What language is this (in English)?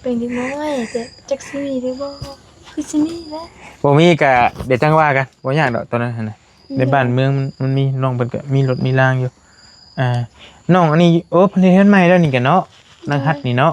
Northeastern Thai